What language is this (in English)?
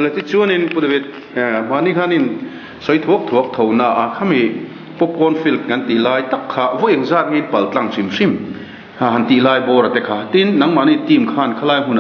Mizo